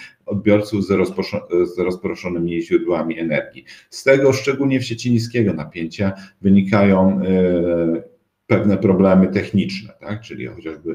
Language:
Polish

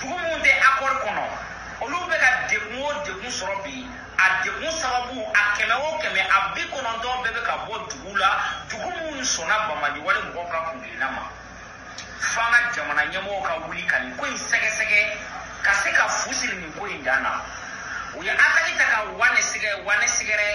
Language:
Bambara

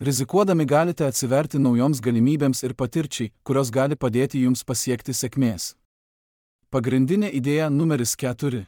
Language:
Lithuanian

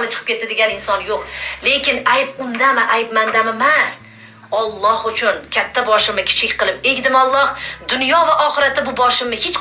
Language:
Uzbek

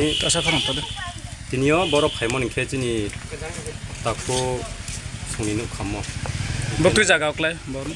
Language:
Riang (India)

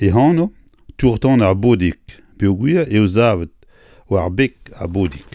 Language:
Breton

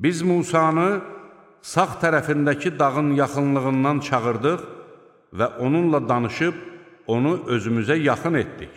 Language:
Azerbaijani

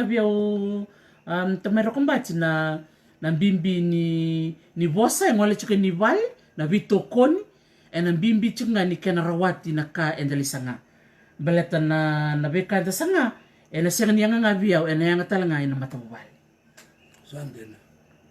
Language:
Fijian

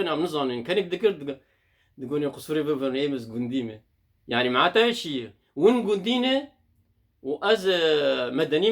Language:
Kurdish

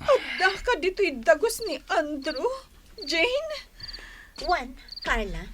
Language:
Iloko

